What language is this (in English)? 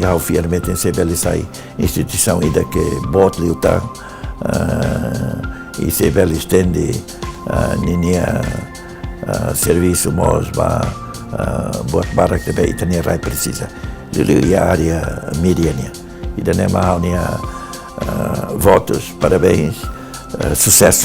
Tetum